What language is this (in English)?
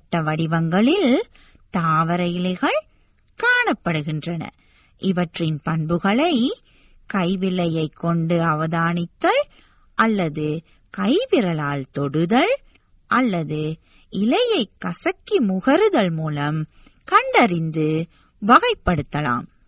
Tamil